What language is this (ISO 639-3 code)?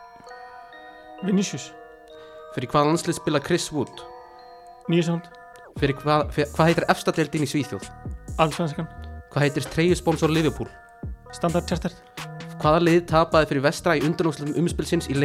isl